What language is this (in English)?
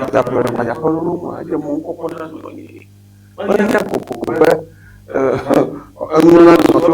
Ewe